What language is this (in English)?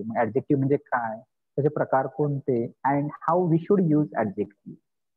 Marathi